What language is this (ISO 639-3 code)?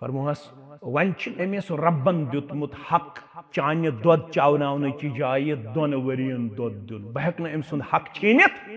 kas